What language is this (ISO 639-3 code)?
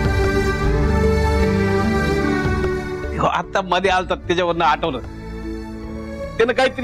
mar